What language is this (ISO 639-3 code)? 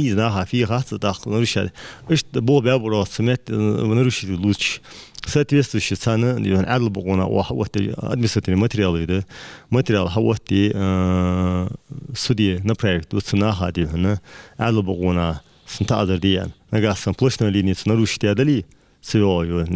inh